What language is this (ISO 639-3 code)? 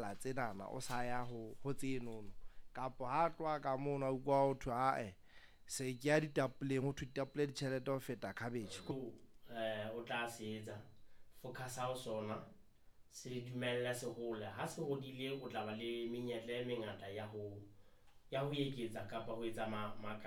sot